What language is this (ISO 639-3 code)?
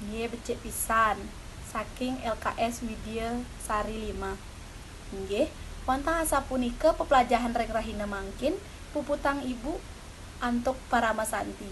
ban